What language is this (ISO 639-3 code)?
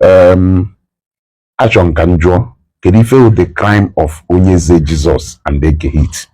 ibo